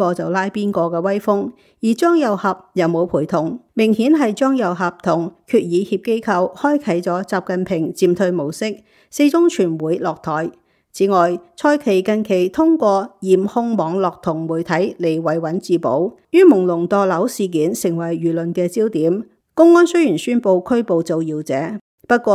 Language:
Cantonese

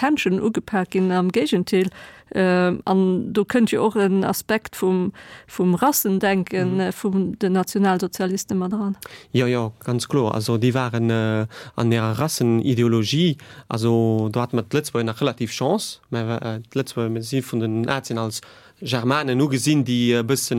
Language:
Luxembourgish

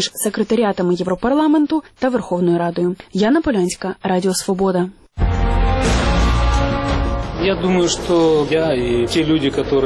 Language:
Ukrainian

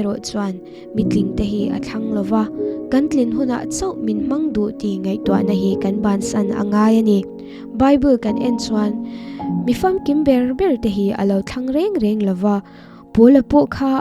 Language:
Mizo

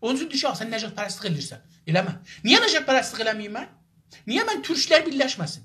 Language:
South Azerbaijani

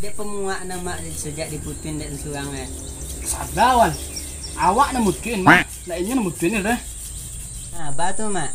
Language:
Minangkabau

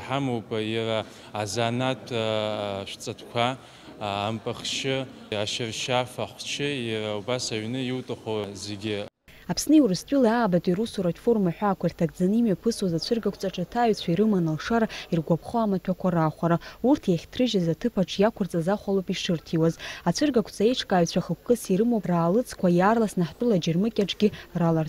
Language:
Abkhazian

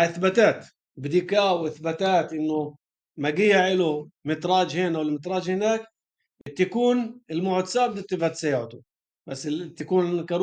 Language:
North Levantine Arabic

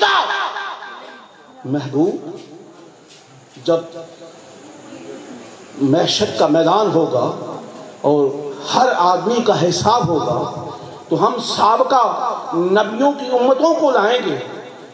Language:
Urdu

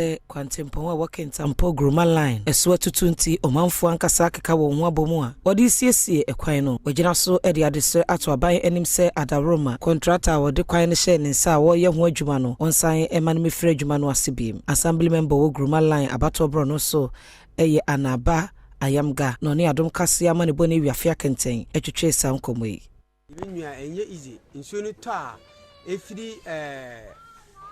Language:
Akan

